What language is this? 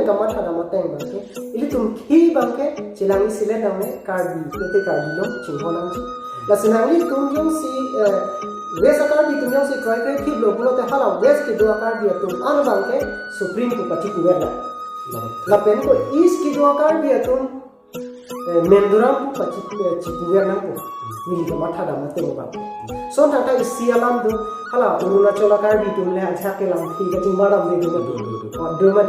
Karbi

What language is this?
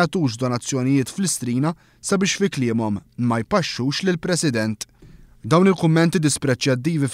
Maltese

